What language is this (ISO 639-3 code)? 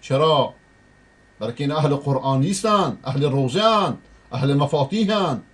fas